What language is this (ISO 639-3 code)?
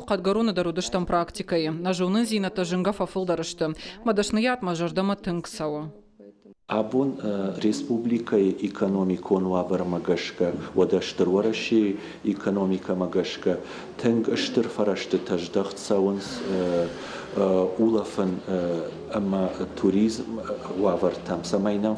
oss